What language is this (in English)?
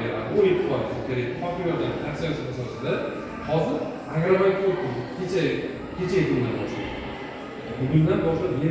Uzbek